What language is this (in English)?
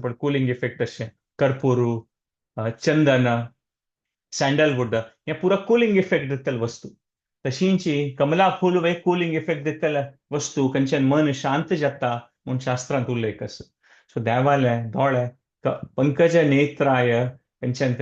Konkani